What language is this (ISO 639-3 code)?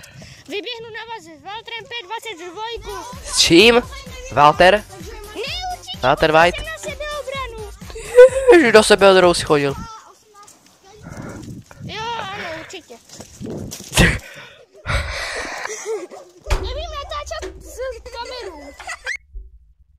ces